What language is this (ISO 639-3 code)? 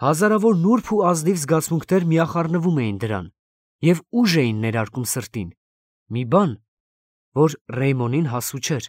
hye